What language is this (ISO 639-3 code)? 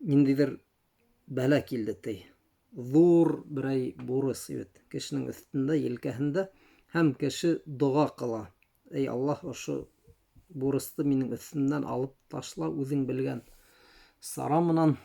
bak